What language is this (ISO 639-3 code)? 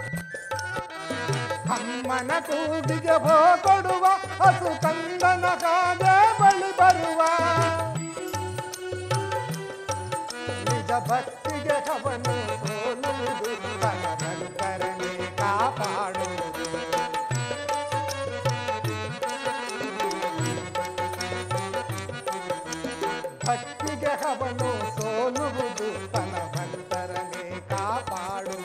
kan